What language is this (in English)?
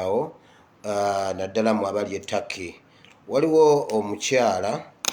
Ganda